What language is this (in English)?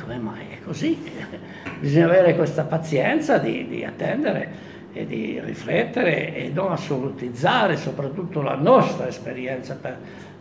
Italian